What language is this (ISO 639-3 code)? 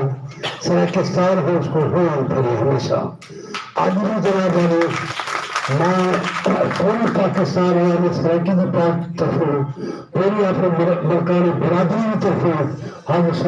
skr